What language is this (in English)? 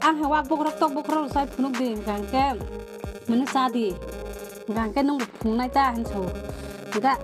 Kok Borok